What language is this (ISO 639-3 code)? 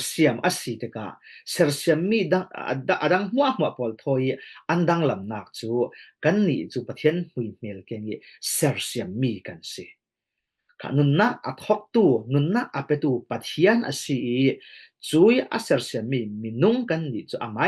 cfm